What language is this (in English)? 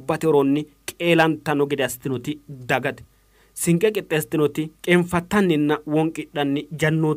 Sidamo